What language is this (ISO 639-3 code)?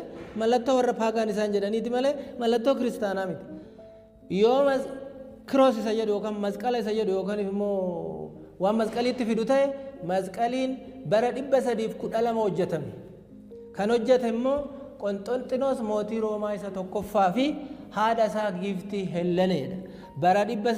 orm